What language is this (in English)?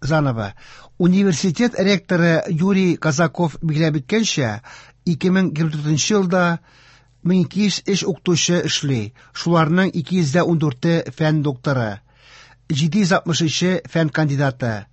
Tatar